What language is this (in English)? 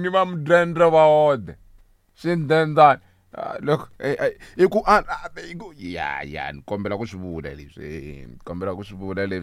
Tsonga